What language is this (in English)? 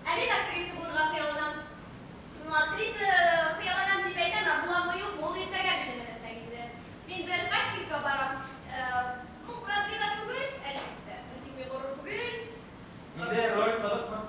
Bashkir